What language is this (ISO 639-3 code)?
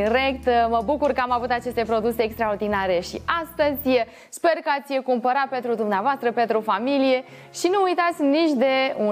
ron